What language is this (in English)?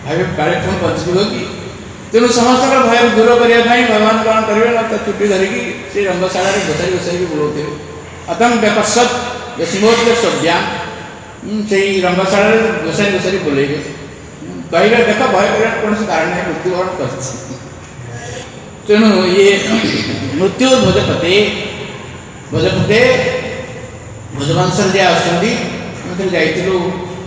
Odia